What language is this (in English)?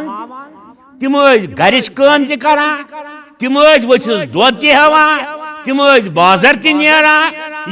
Kashmiri